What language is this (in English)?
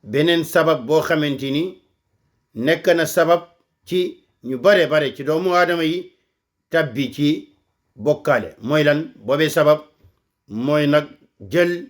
Wolof